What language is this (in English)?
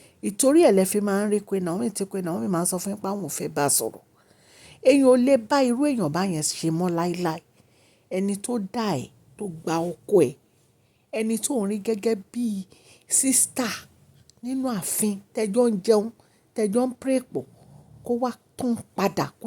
Yoruba